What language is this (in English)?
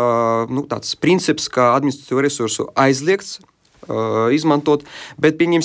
Latvian